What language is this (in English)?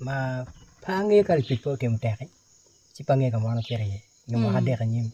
Acoli